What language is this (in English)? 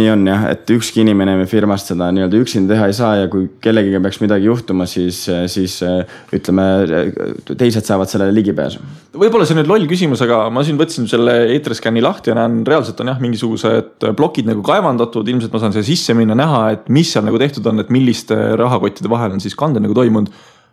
Estonian